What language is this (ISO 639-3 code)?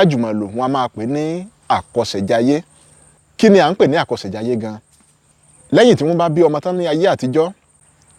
yor